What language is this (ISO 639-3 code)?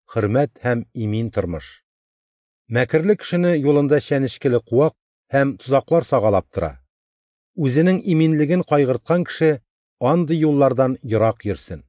tat